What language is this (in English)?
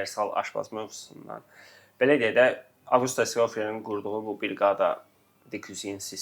Azerbaijani